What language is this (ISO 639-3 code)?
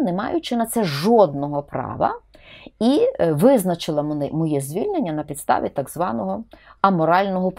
ukr